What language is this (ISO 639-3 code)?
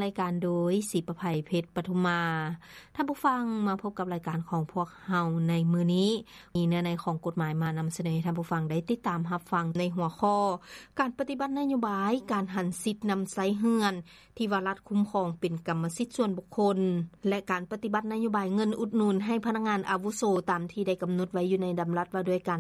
lao